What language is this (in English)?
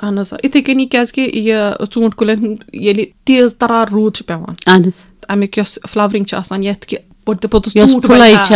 Kashmiri